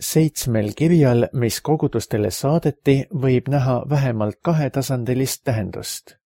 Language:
Estonian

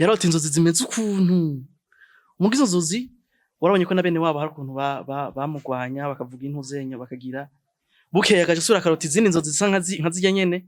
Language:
Rundi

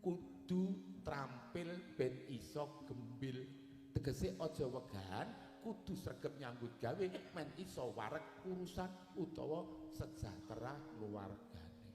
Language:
Javanese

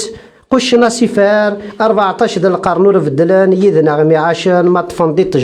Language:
Kabyle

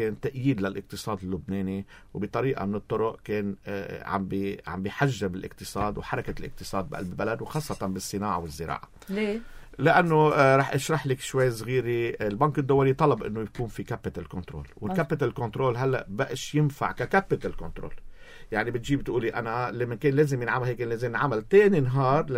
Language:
North Levantine Arabic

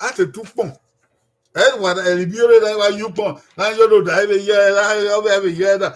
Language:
Bini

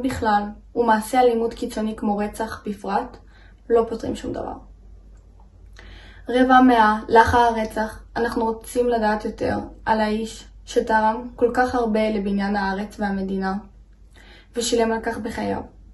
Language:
Hebrew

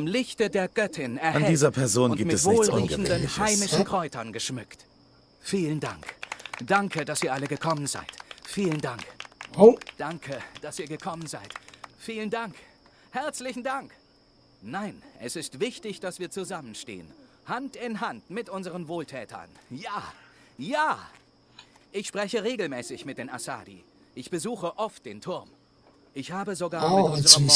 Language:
Swiss German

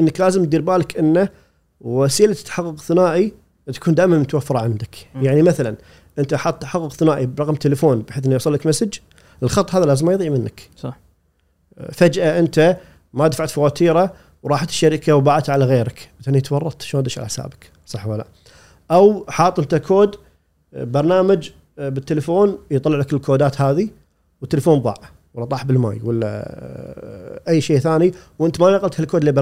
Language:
Gulf Arabic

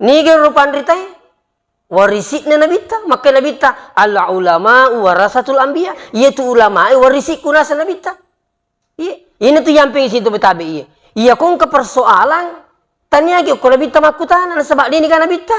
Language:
Buginese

